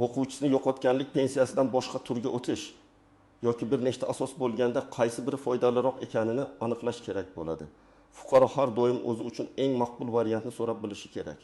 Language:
Uzbek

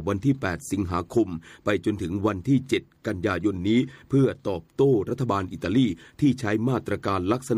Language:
Thai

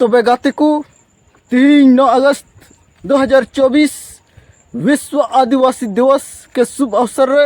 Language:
Santali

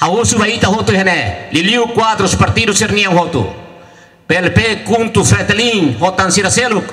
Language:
Tetum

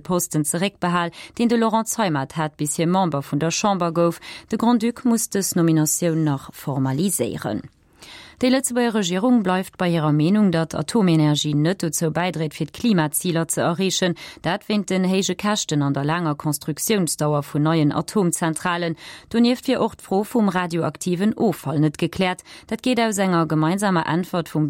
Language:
Luxembourgish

